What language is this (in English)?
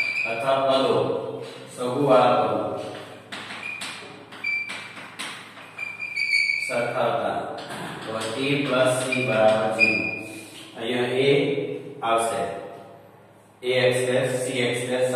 Gujarati